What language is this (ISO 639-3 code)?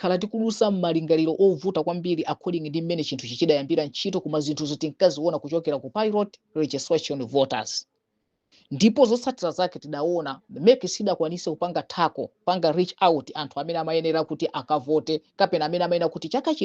nya